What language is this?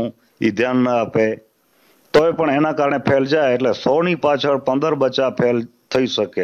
Gujarati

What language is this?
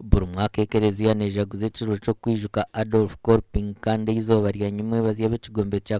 Nyankole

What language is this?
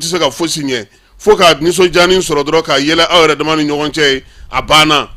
Bambara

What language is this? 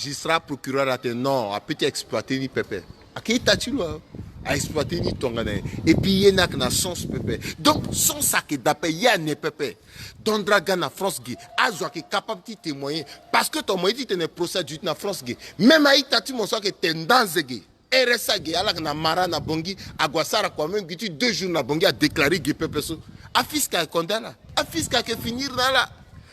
Sango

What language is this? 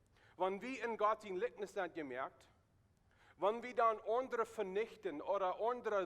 Plautdietsch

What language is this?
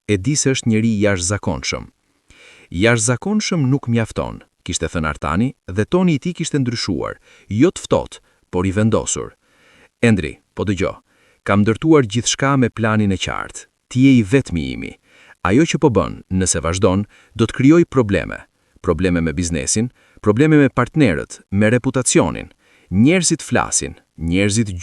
Albanian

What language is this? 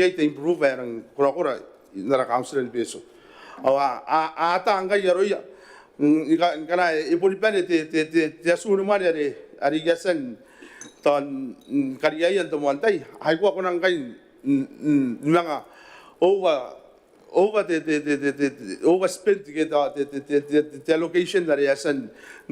Gilbertese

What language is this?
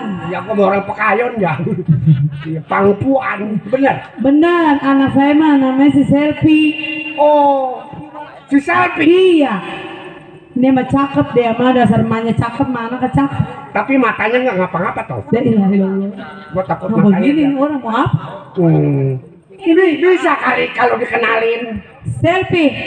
Betawi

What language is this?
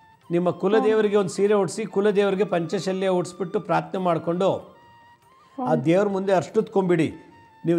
Kannada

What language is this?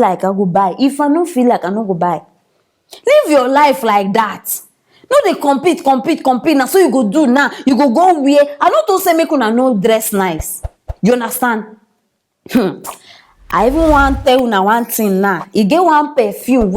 Nigerian Pidgin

